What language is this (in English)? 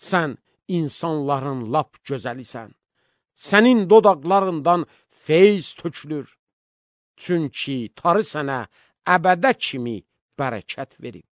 Azerbaijani